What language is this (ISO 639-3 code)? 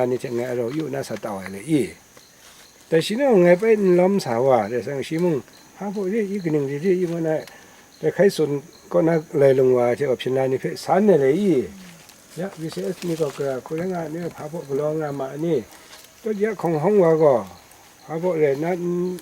kac